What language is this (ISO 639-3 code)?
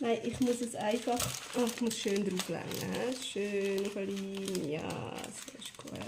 gsw